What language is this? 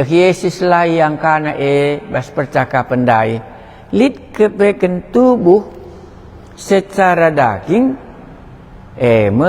Batak Karo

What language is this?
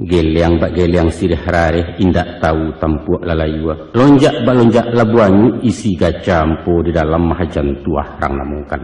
Minangkabau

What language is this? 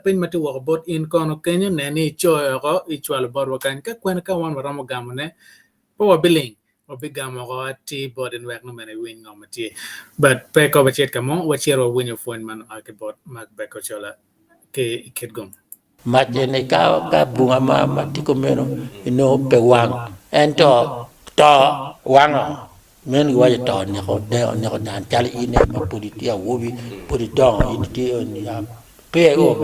Acoli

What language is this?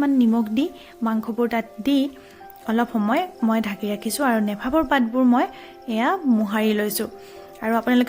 Assamese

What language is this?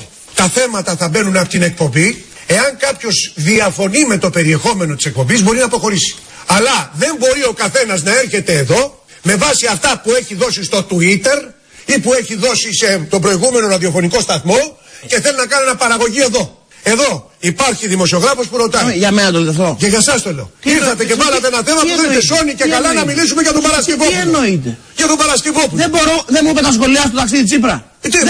Greek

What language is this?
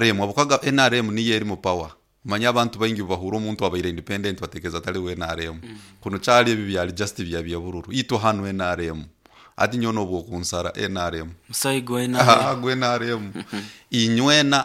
Nyoro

